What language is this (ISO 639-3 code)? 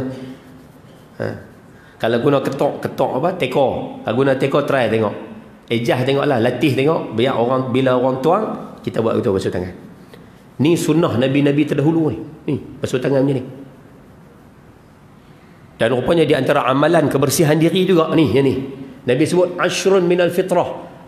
msa